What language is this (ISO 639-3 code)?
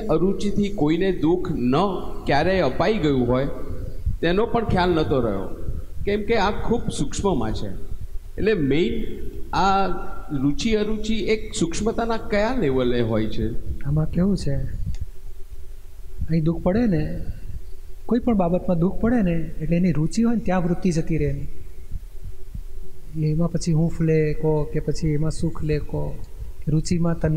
guj